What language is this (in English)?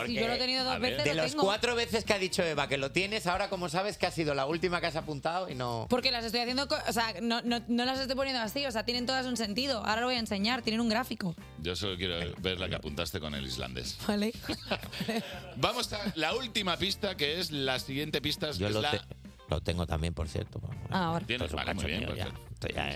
Spanish